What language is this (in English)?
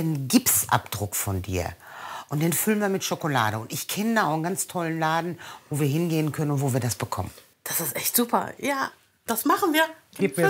German